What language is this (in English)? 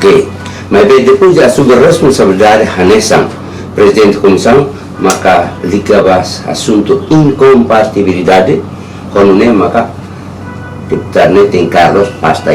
Tetum